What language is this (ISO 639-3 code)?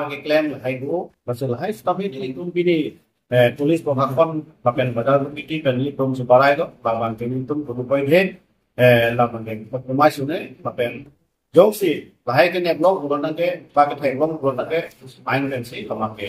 mjw